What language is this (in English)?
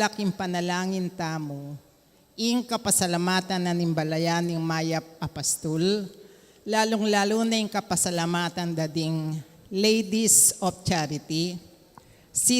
Pampanga